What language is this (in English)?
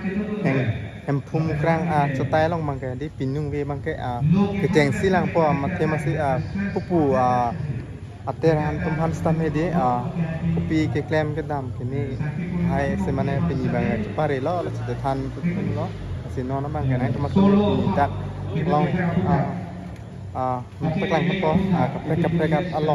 Karbi